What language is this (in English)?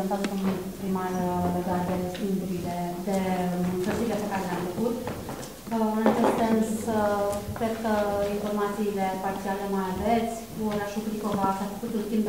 Romanian